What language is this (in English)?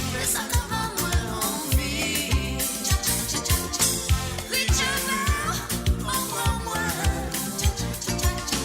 Morisyen